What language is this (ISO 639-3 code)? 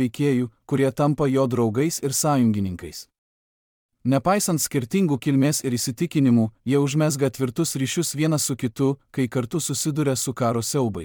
lit